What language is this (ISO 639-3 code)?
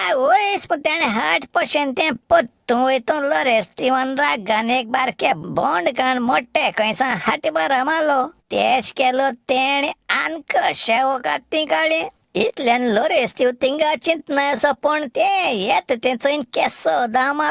kok